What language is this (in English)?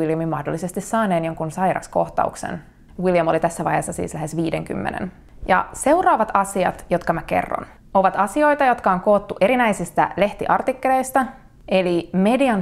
Finnish